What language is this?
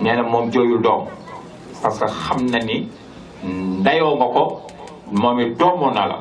Wolof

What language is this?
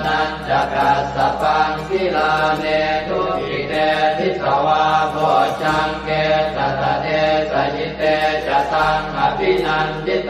Pali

